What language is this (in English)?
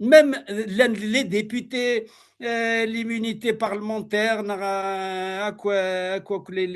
Kabyle